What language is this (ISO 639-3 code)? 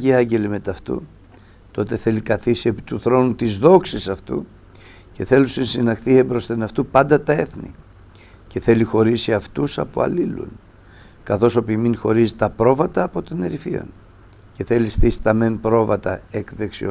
ell